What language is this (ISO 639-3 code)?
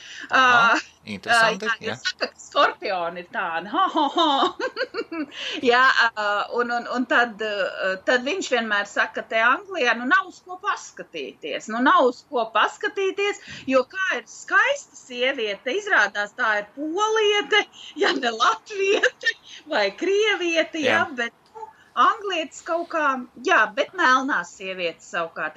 lav